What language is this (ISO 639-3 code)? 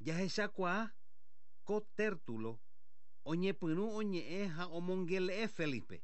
grn